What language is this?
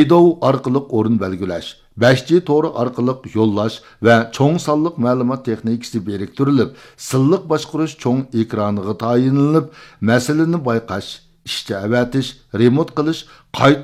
Uyghur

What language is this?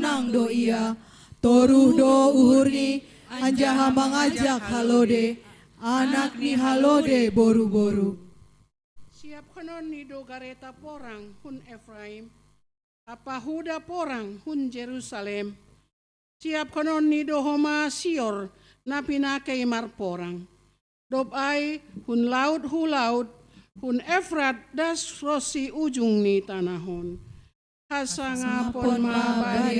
Batak Simalungun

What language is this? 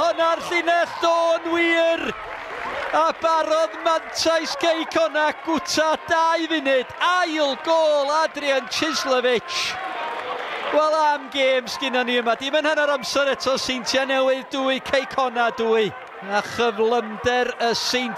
Welsh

